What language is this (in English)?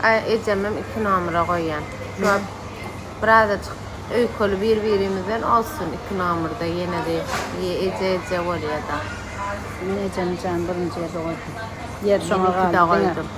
Turkmen